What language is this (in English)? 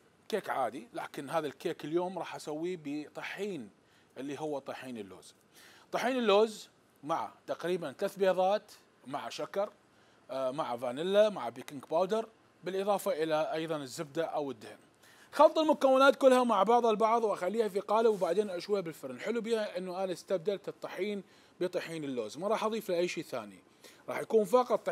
Mesopotamian Arabic